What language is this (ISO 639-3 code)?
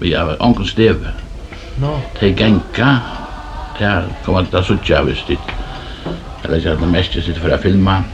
fao